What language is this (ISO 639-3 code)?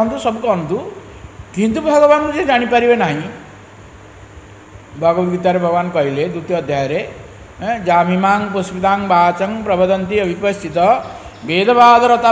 ori